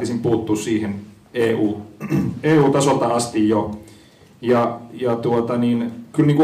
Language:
Finnish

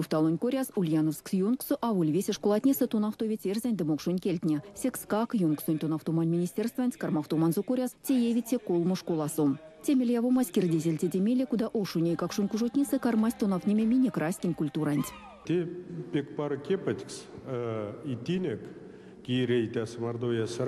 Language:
Erzya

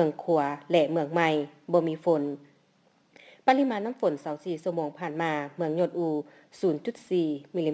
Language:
Lao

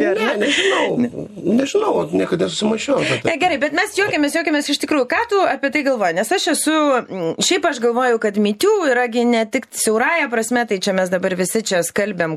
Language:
Lithuanian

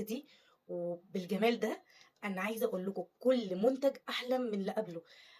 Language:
Egyptian Arabic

